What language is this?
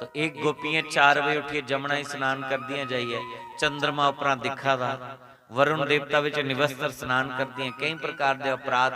Dogri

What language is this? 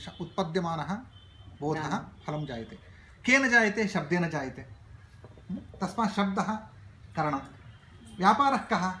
Sanskrit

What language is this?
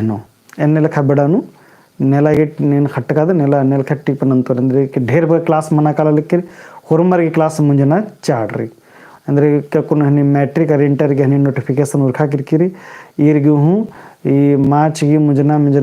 Kurukh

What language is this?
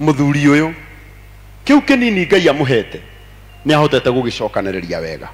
Kikuyu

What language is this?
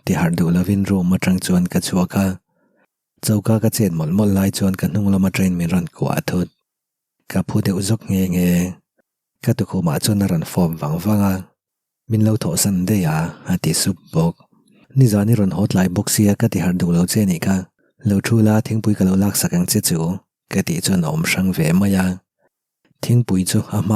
Mizo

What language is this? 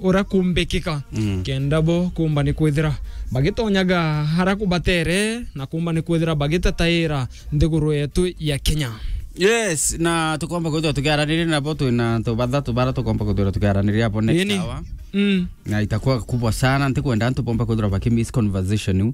Meru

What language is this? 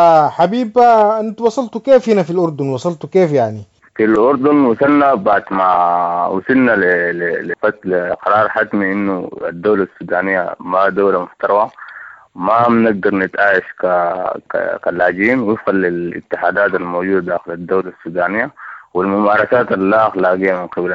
Sudanese Arabic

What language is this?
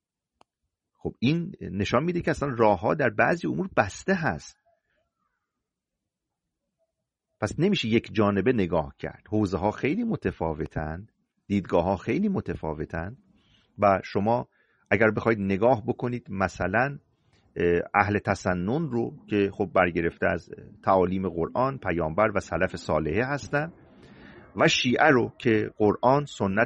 Persian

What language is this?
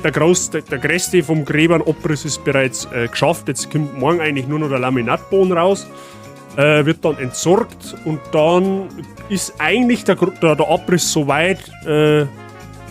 Bavarian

